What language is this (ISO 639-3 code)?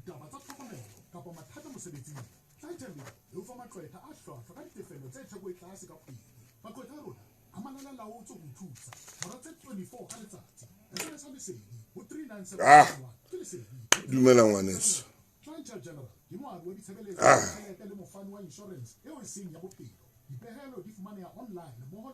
sot